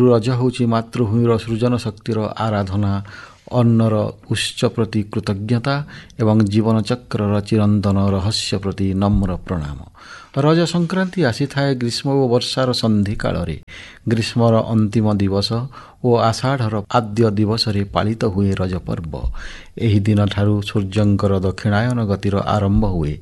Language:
Odia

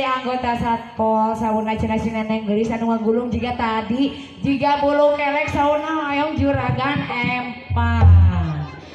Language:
Sundanese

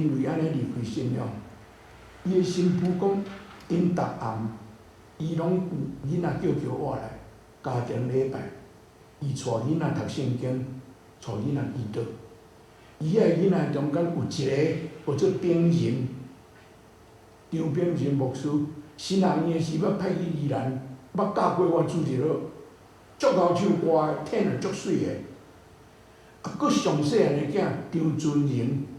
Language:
Min Nan Chinese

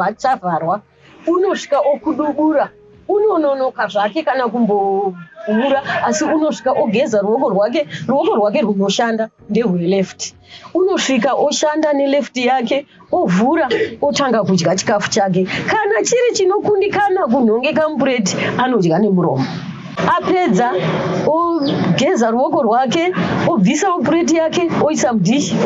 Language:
Shona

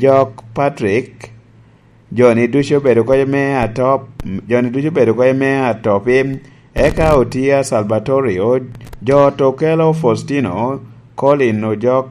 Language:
Lango (Uganda)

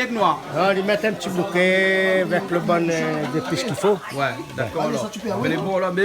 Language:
Réunion Creole French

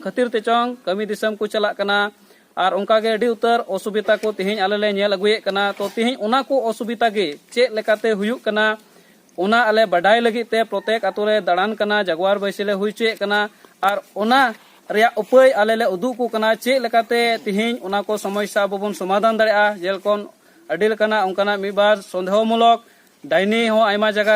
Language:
Santali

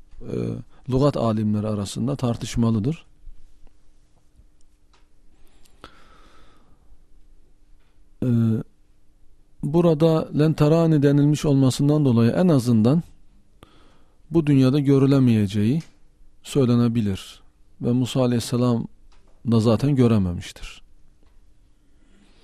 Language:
Turkish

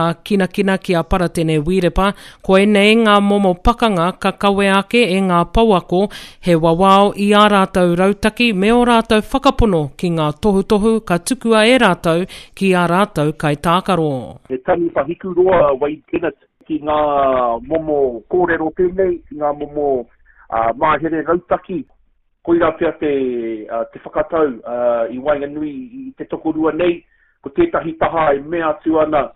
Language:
Māori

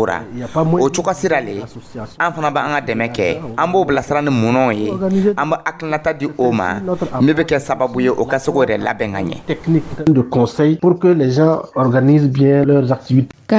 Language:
Dyula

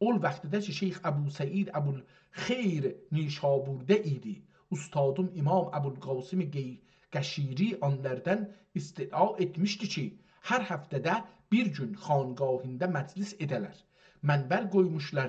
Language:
South Azerbaijani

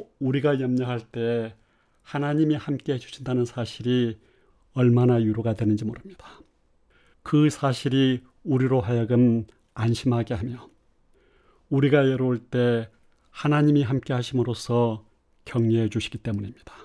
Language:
Korean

